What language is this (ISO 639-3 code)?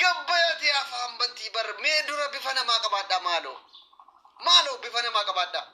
orm